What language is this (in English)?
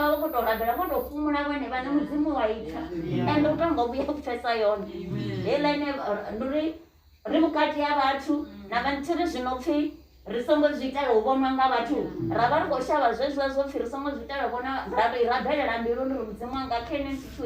Venda